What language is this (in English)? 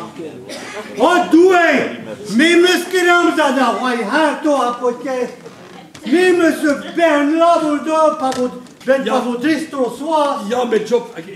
Breton